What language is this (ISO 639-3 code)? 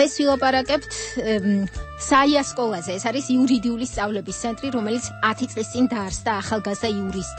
kat